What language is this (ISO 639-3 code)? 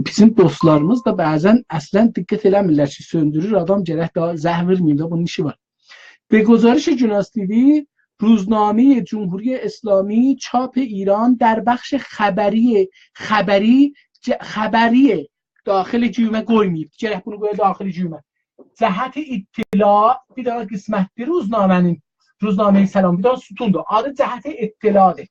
azb